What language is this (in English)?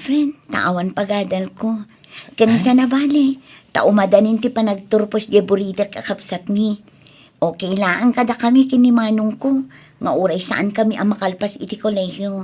Iloko